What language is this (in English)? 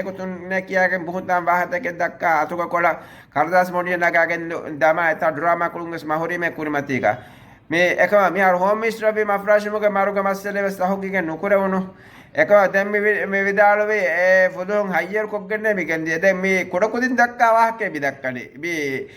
Divehi